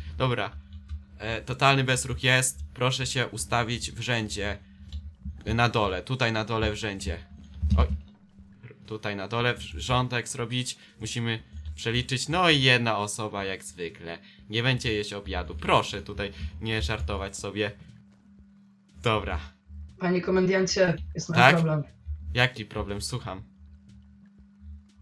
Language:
Polish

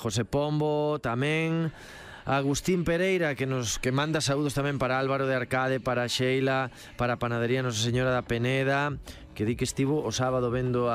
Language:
Galician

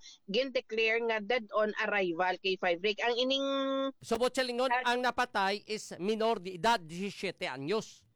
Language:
Hiligaynon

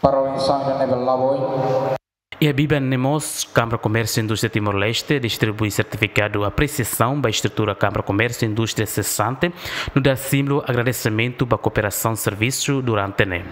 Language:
Tetum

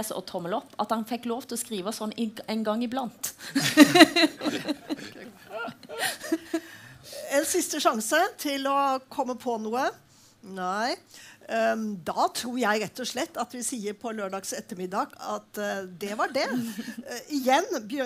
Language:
Norwegian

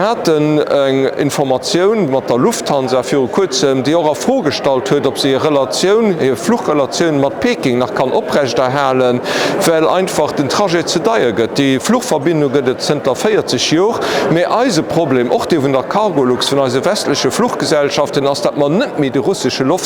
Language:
Luxembourgish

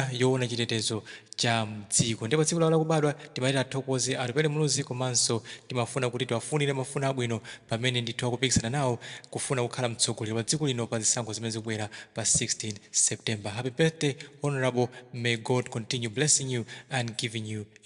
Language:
Nyanja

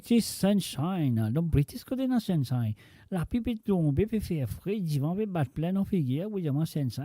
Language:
Morisyen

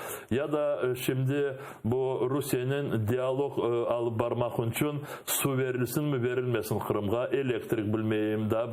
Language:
Crimean Tatar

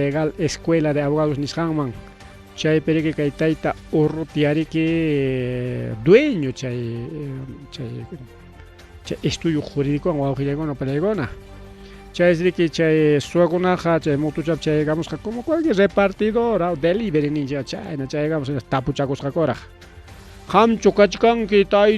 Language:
Ayacucho Quechua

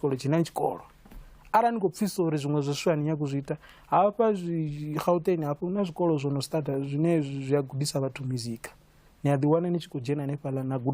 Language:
Venda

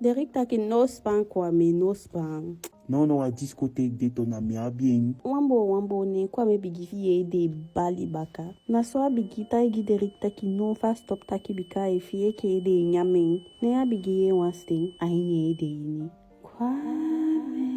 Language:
Eastern Maroon Creole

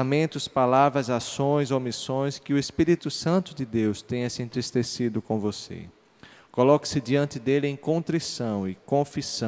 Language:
Portuguese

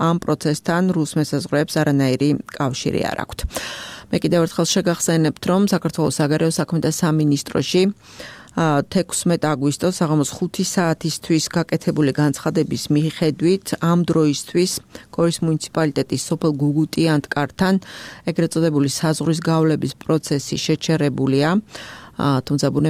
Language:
Georgian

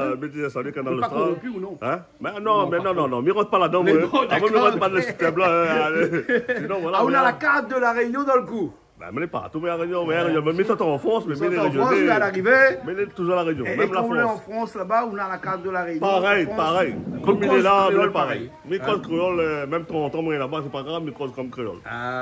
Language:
Réunion Creole French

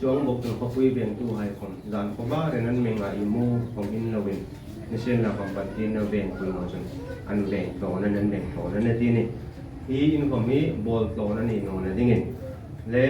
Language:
Hmar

